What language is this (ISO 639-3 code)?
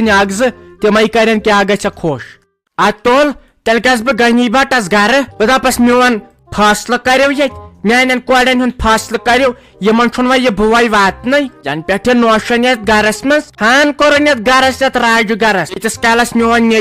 kas